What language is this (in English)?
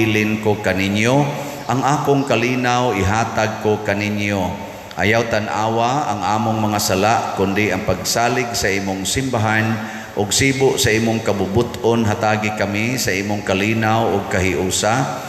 Cebuano